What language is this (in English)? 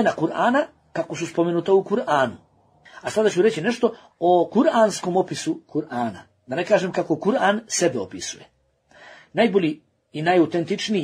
Bosnian